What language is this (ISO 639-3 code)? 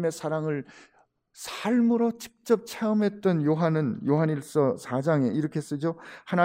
kor